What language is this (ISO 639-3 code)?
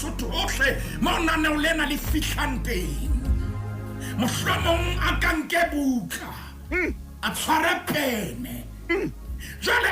sot